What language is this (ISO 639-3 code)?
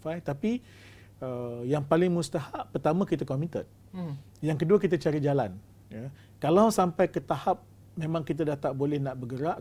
msa